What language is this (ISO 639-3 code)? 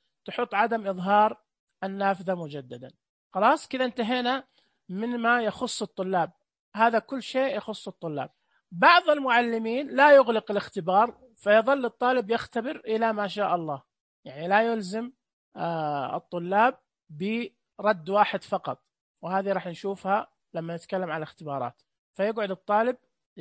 ars